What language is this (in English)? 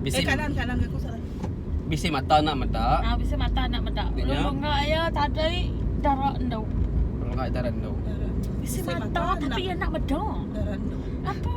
Iban